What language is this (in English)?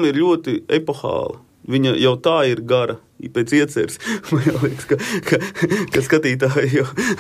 Latvian